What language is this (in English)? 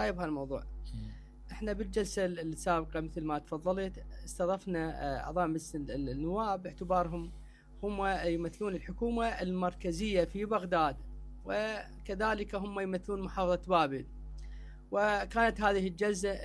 Mesopotamian Arabic